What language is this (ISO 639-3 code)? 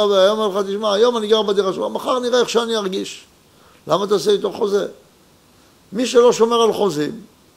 heb